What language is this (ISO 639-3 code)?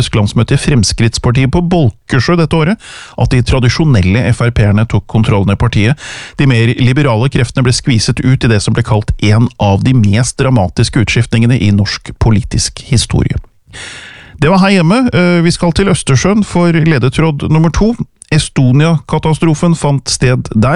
nor